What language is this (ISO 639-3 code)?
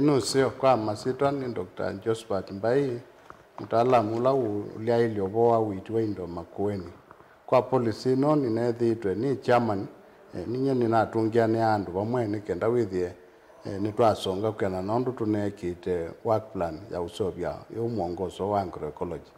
kam